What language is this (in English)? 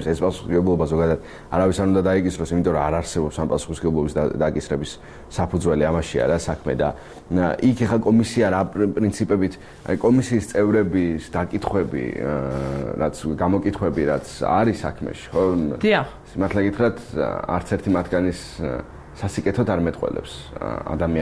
Georgian